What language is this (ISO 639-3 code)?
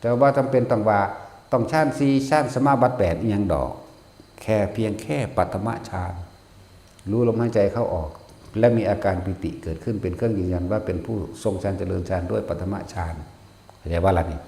tts